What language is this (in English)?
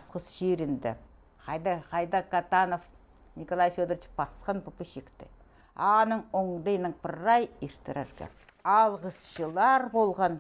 Khakas